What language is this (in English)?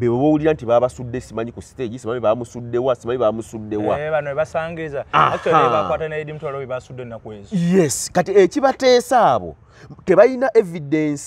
Ganda